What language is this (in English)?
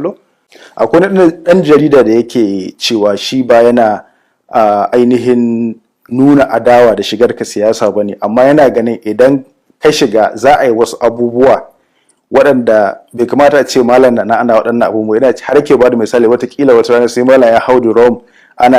Hausa